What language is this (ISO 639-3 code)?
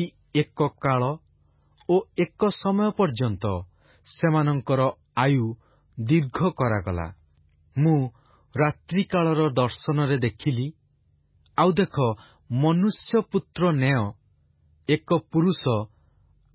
ori